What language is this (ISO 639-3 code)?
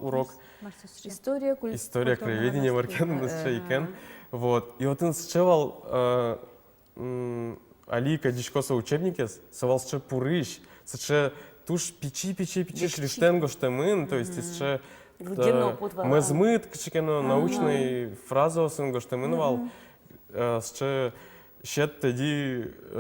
udm